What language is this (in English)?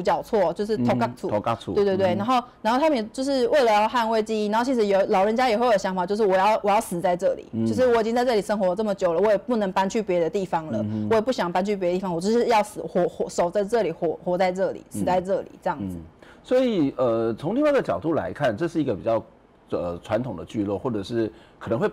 Chinese